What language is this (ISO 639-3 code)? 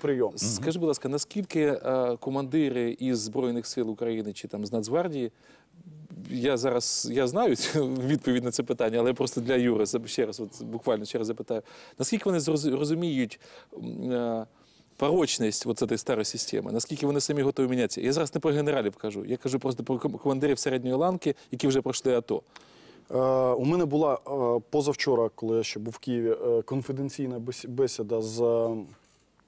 ukr